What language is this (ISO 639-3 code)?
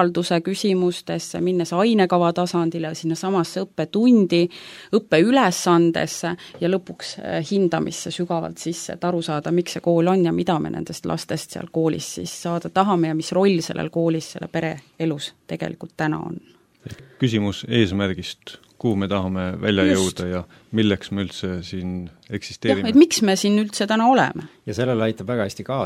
est